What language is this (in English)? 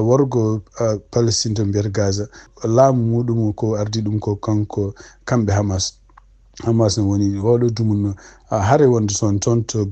Fula